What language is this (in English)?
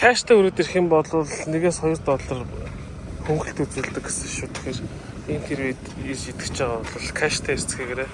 Mongolian